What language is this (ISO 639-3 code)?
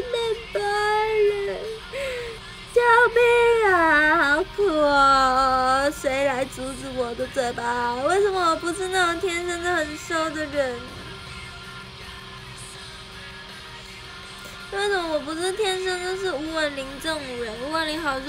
zho